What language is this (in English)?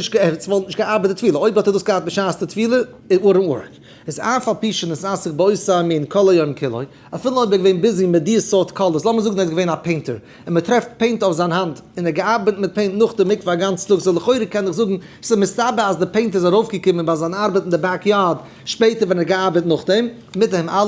Yiddish